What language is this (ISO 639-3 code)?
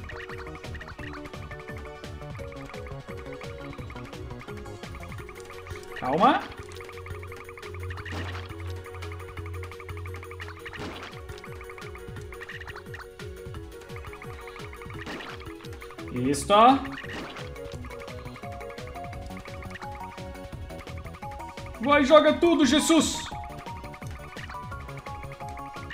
por